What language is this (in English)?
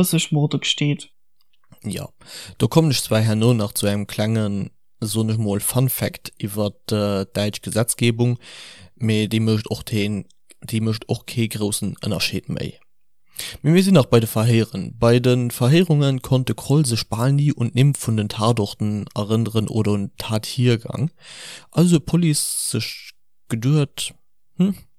Luxembourgish